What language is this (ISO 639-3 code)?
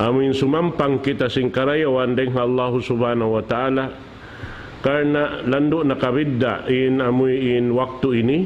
tsg